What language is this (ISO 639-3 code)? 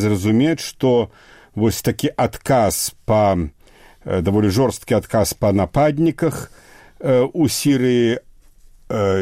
bel